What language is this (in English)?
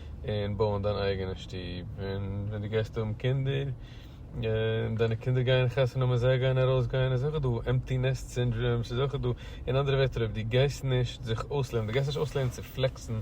Yiddish